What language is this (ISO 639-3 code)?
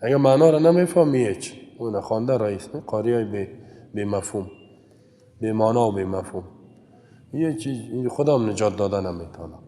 fas